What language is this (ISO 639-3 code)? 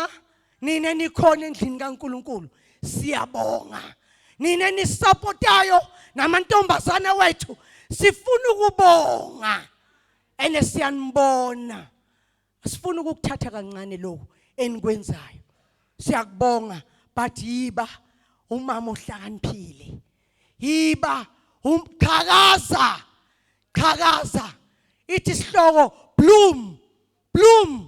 zul